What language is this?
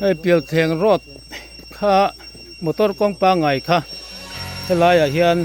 Mizo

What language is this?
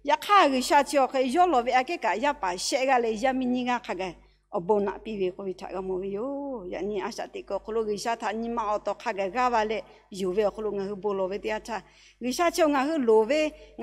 Lahu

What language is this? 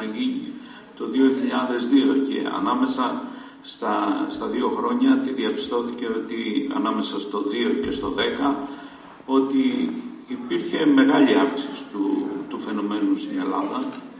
Greek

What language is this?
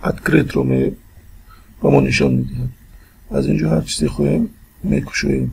Tajik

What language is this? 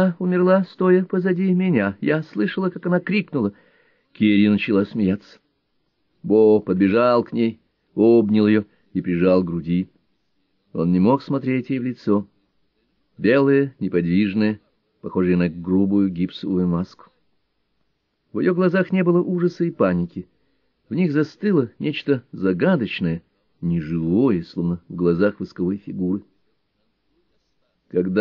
Russian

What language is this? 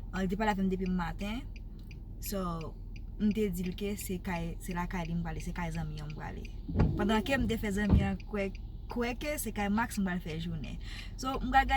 Haitian Creole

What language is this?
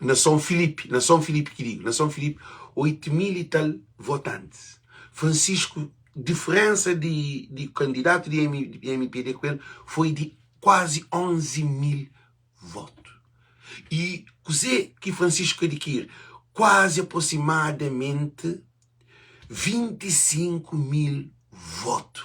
Kabuverdianu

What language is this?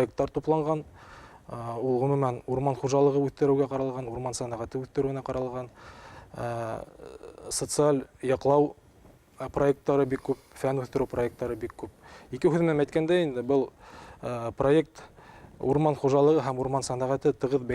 Bashkir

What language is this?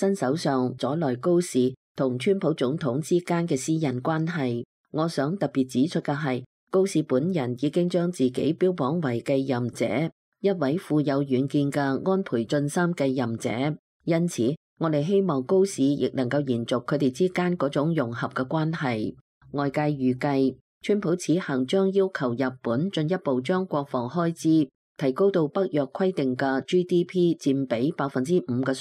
Cantonese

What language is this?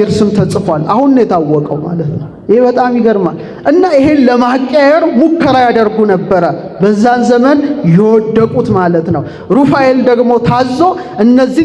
Amharic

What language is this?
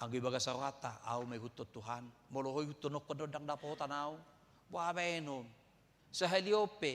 Batak Toba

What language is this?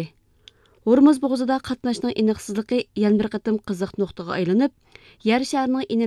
Uyghur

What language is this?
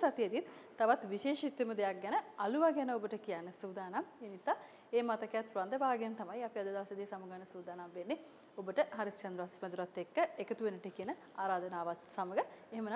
Sinhala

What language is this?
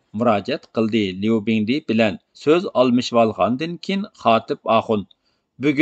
Uyghur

